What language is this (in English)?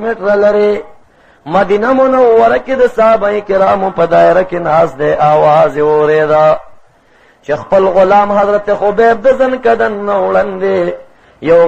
Pashto